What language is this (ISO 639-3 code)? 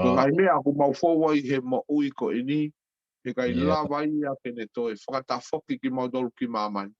ton